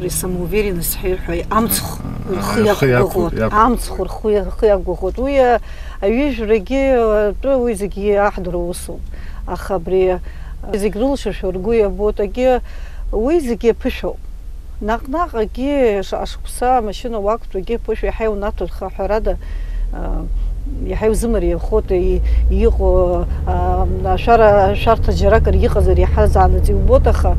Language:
Abkhazian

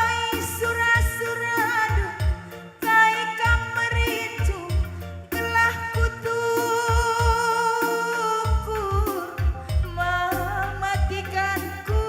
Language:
Batak Karo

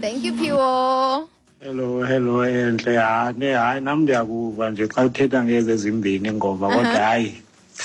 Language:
Xhosa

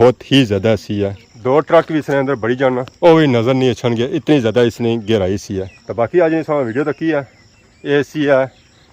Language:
Pahari-Potwari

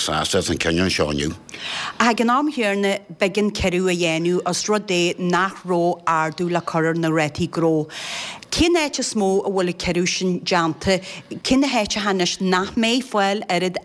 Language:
Irish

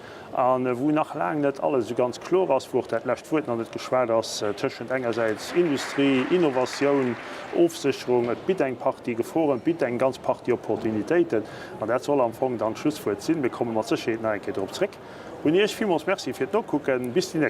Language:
Luxembourgish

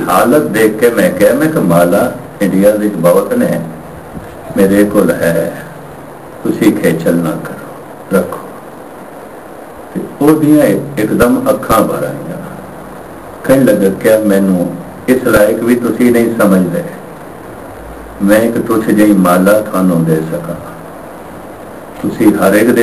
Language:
Punjabi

